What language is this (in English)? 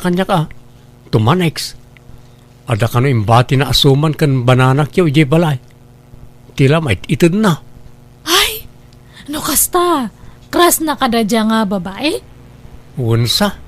Iloko